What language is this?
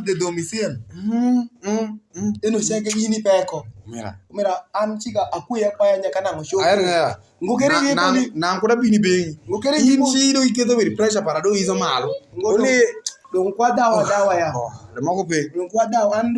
Alur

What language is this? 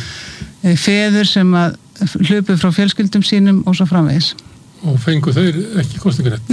Icelandic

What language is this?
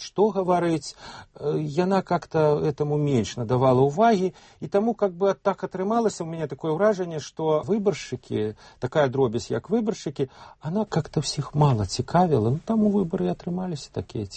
Belarusian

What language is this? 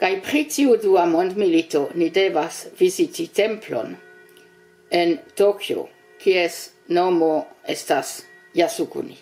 Esperanto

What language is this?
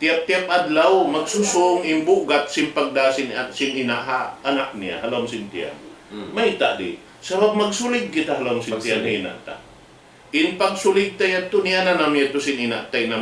Tausug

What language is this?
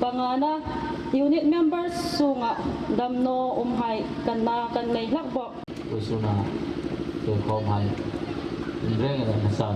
Hmar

